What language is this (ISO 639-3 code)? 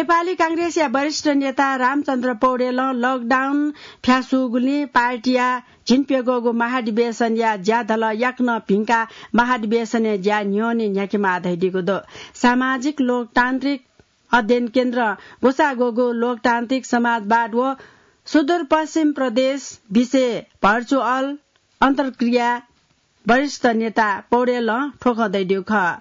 new